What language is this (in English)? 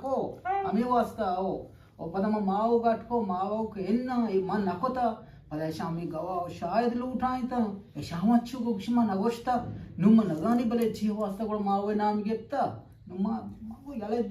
Eastern Balochi